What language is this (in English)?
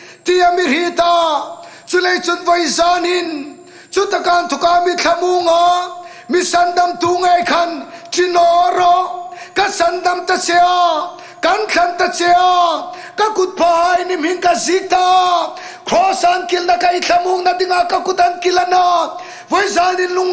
Hmar